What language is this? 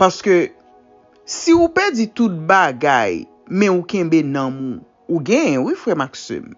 Haitian Creole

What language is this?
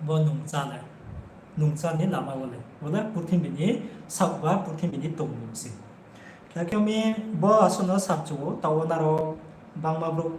Riang (India)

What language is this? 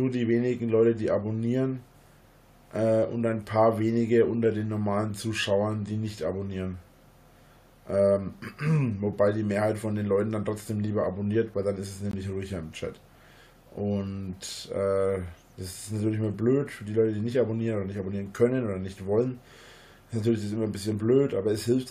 German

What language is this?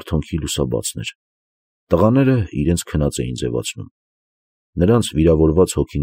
Armenian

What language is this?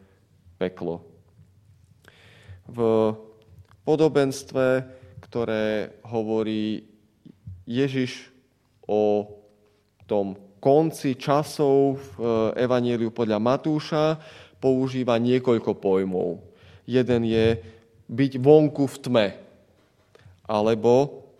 Slovak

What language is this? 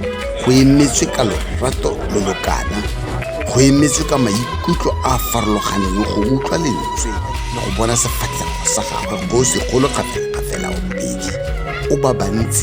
Tswana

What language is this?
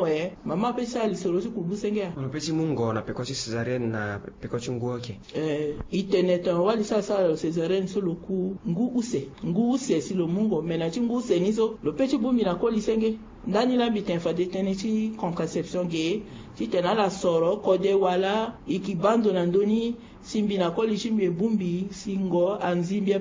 Sango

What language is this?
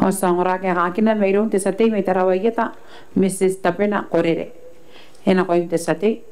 Gilbertese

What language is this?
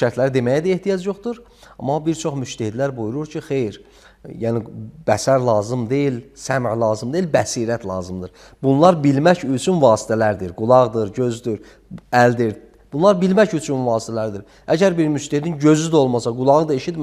Azerbaijani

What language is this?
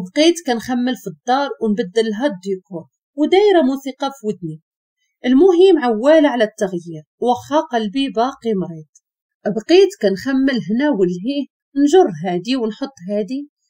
Moroccan Arabic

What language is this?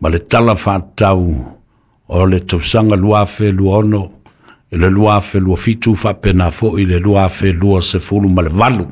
Samoan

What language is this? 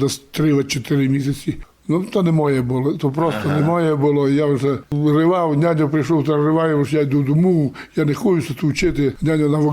Rusyn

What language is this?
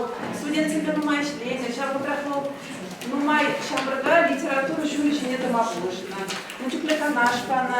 Chuvash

